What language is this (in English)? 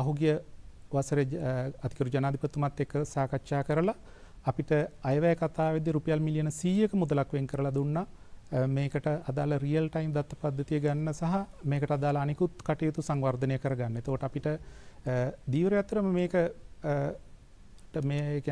Sinhala